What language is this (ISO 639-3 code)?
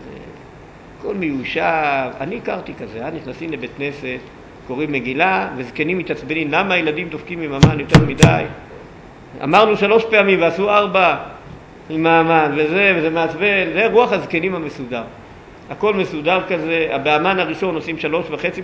heb